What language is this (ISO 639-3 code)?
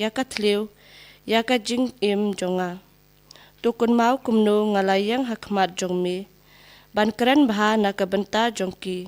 kha